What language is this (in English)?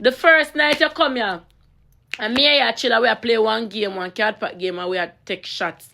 Jamaican Creole English